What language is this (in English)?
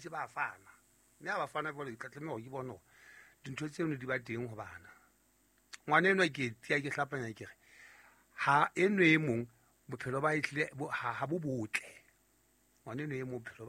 Southern Sotho